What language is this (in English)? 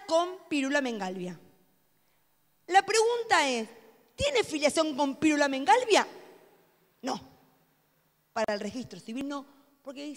Spanish